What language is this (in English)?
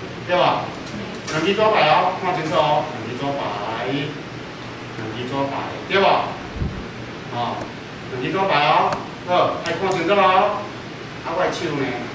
Min Nan Chinese